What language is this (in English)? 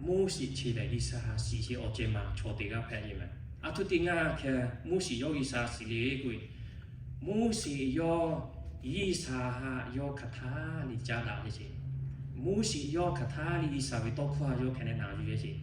Lahu